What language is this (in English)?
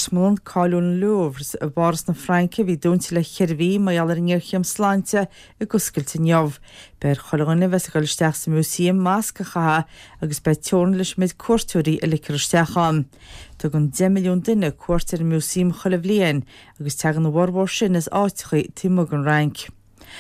Irish